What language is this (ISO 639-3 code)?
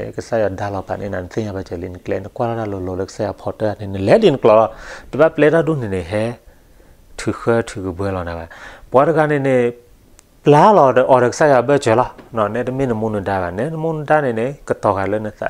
ksw